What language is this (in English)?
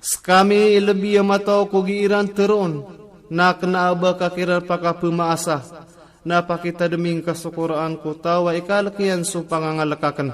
Maranao